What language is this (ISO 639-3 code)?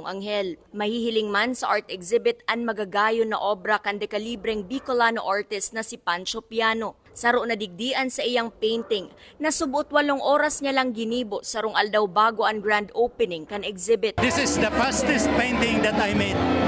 bik